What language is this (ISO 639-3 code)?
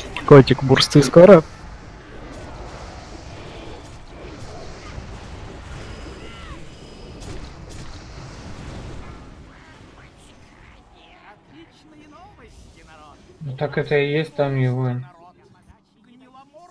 rus